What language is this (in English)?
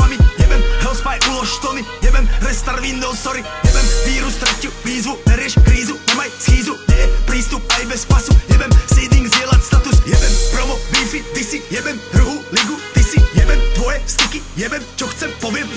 Slovak